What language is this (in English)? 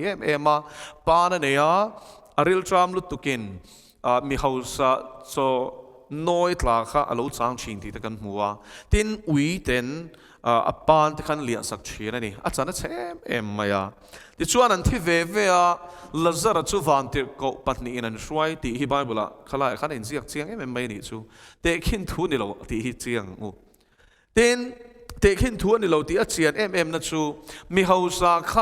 Mizo